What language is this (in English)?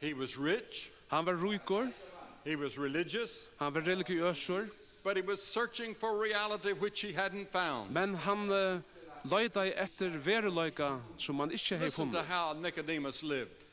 Faroese